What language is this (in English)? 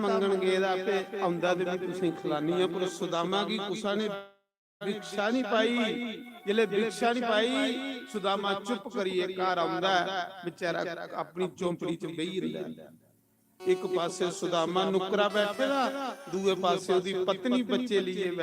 Dogri